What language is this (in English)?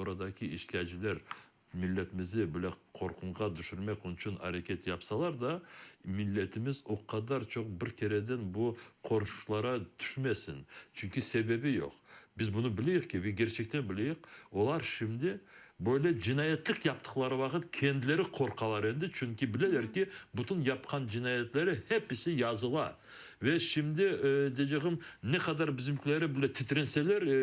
Crimean Tatar